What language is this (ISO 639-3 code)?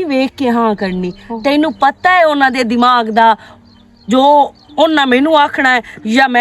lah